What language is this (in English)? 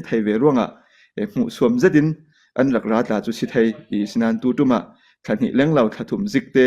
Falam Chin